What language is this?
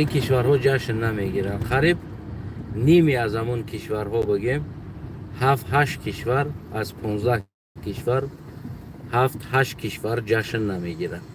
Tajik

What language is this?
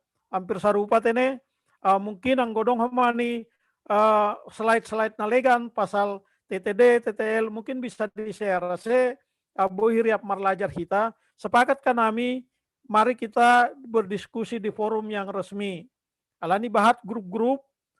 Batak Simalungun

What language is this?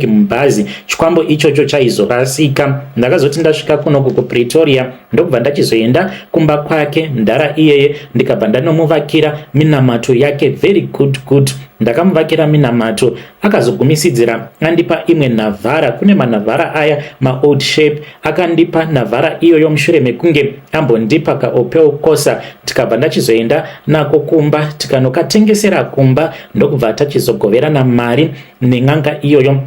Shona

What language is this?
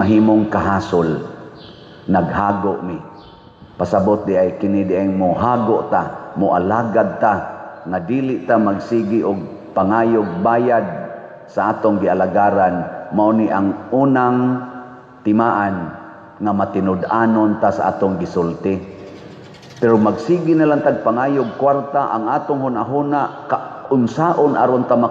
Cebuano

